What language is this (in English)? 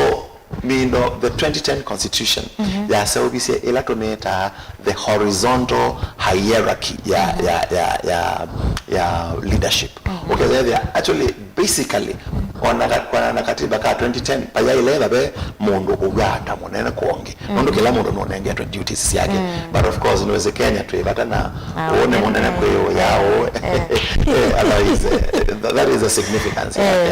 Kamba